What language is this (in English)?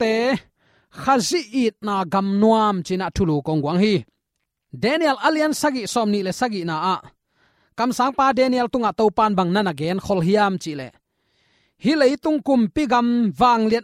Tedim Chin